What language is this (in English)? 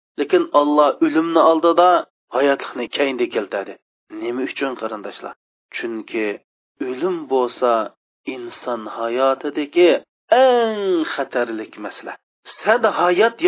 Uyghur